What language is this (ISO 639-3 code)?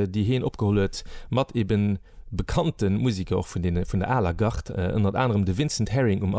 ltz